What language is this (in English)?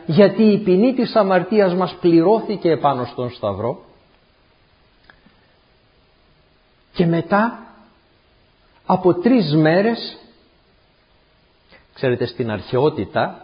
Greek